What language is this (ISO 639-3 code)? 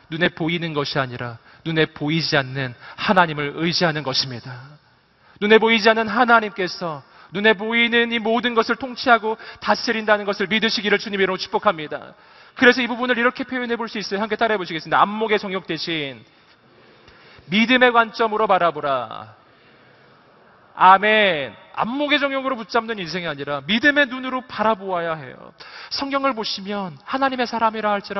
kor